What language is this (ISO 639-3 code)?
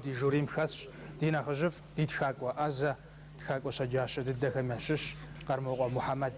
kbd